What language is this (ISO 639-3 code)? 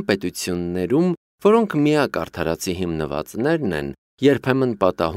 hye